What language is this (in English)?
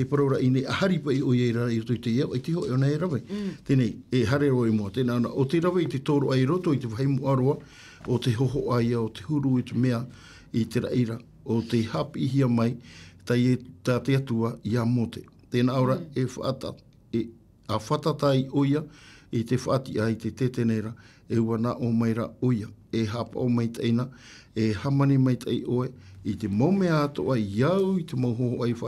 Tahitian